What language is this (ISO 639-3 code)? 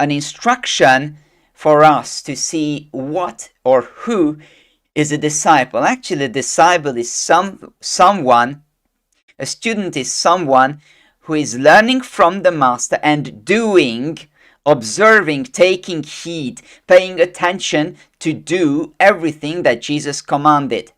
eng